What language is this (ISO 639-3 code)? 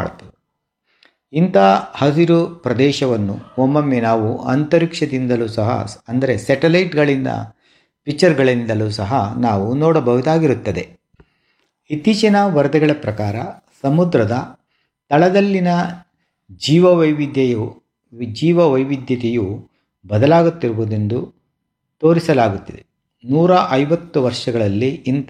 kan